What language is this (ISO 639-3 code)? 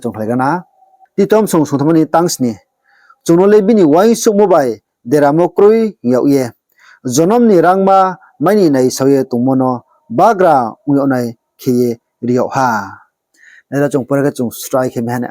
ria